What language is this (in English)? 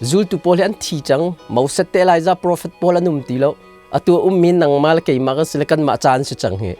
Hakha Chin